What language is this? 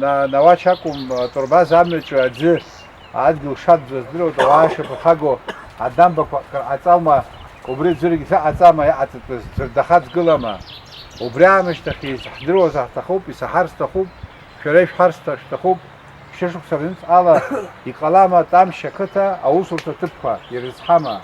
Abkhazian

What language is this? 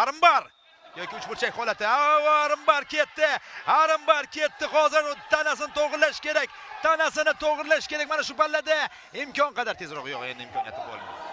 Uzbek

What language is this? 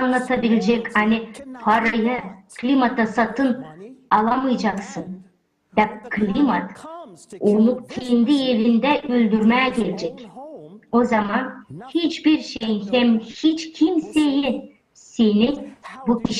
Gagauz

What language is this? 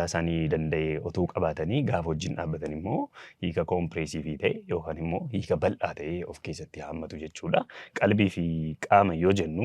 Oromo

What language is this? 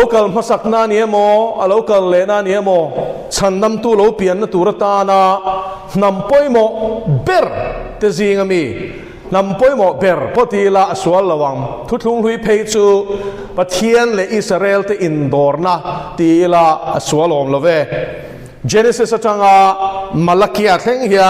Mizo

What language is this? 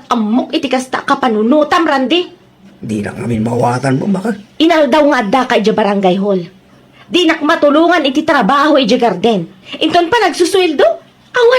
Iloko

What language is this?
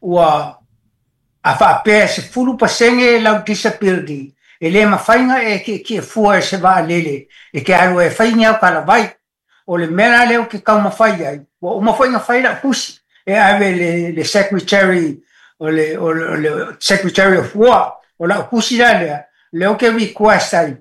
Samoan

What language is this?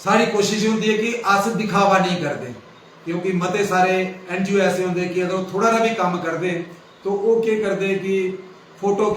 Dogri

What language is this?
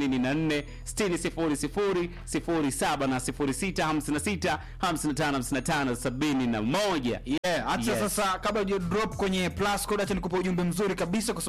Swahili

